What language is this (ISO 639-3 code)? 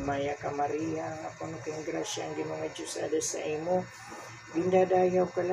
war